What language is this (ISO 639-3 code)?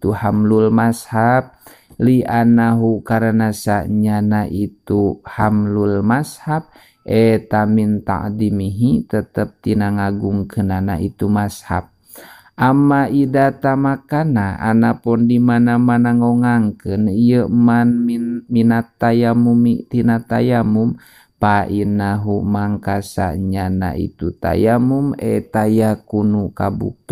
sun